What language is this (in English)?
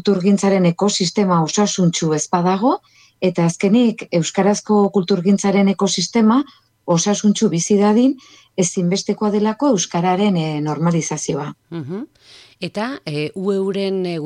Basque